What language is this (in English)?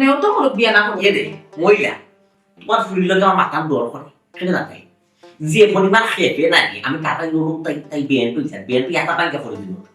Sylheti